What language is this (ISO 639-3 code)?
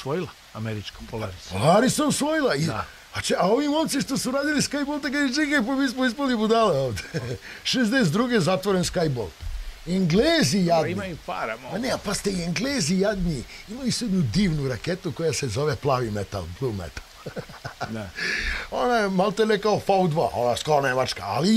srp